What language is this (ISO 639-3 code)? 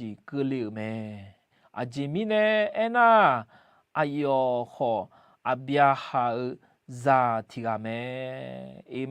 ahk